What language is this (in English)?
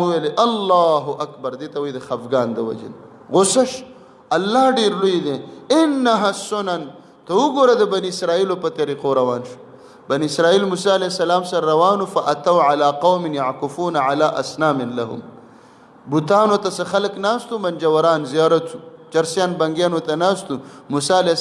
Pashto